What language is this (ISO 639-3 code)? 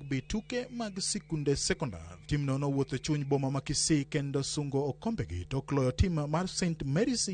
luo